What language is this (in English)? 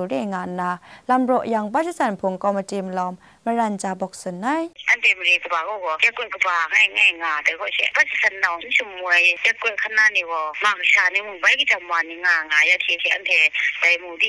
Kachin